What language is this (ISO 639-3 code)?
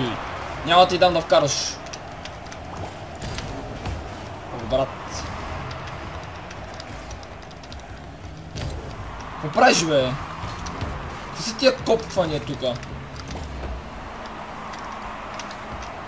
bul